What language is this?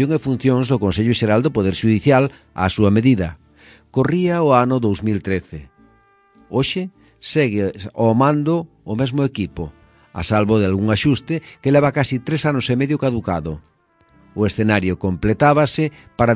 Galician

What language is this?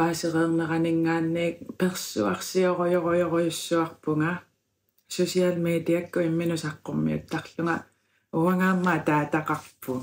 Kalaallisut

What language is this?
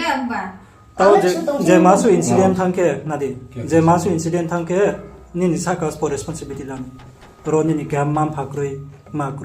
Riang (India)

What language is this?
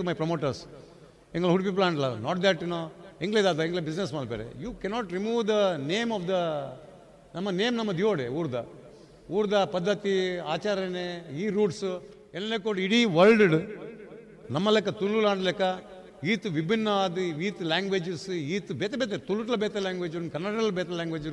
Tulu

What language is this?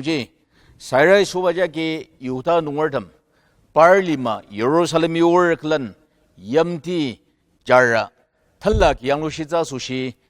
Ao Naga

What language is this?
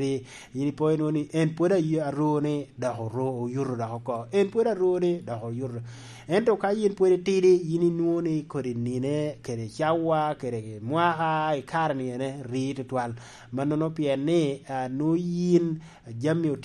Lango (Uganda)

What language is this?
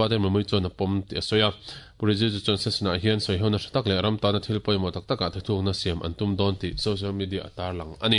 Mizo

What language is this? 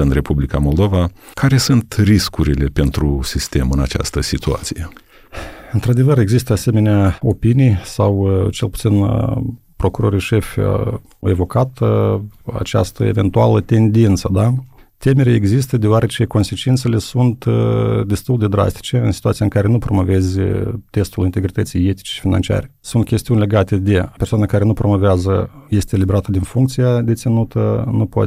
Romanian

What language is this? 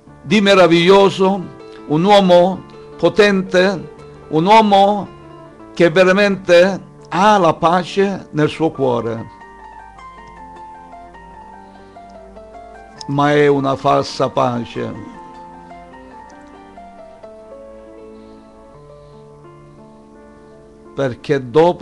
Italian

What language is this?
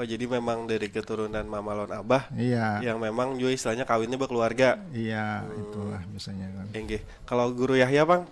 Banjar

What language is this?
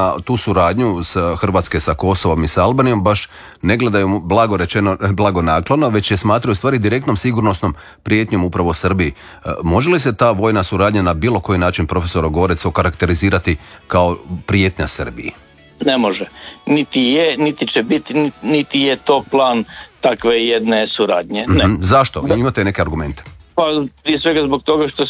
Croatian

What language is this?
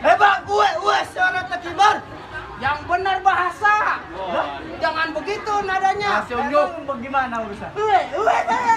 Betawi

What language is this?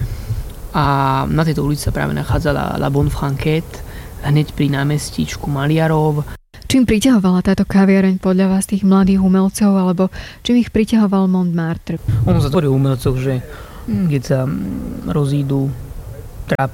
Slovak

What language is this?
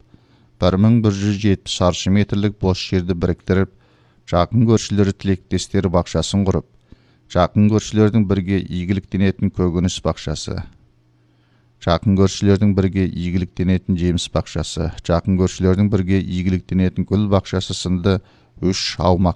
Kazakh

